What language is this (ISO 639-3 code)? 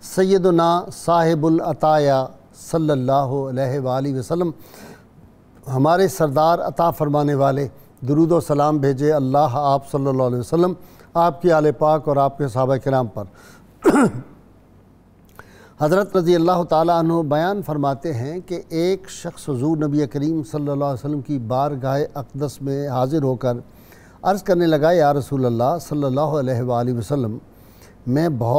urd